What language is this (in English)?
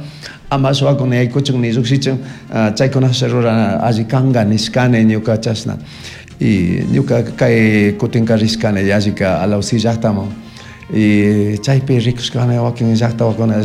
Chimborazo Highland Quichua